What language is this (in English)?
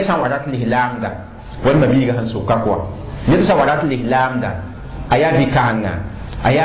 Mossi